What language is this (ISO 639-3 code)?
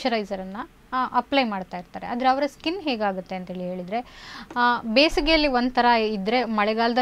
kan